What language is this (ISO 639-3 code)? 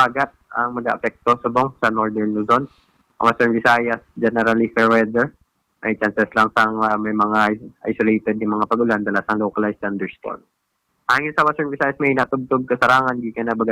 hil